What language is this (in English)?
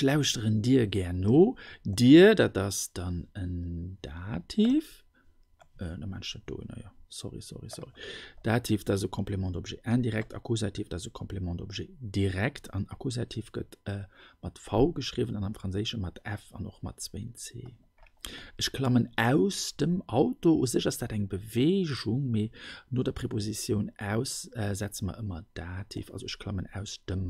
Luxembourgish